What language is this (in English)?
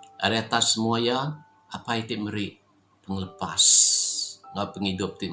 Iban